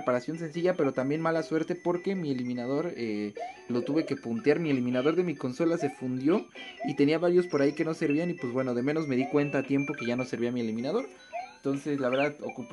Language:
Spanish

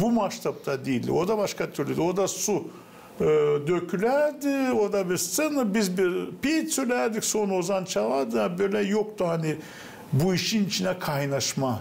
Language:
Gagauz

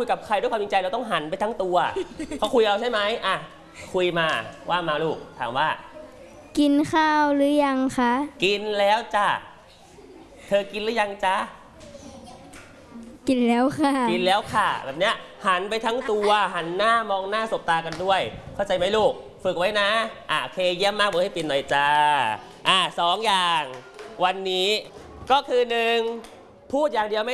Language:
Thai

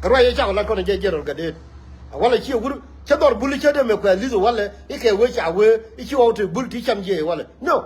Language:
Nuer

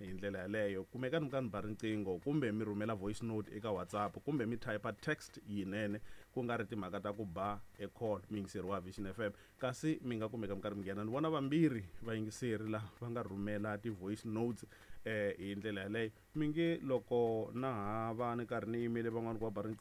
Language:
Tsonga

